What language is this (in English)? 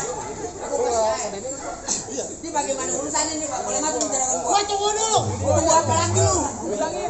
Betawi